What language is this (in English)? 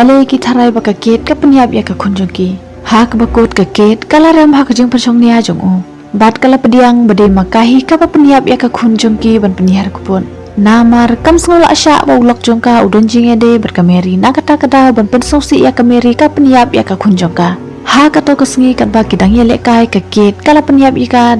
Khasi